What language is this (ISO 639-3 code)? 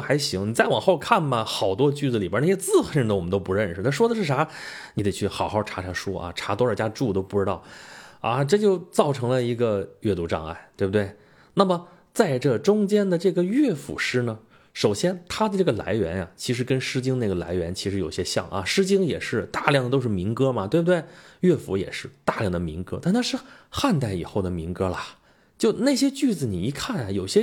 zho